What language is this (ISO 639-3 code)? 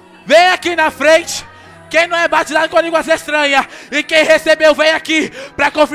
por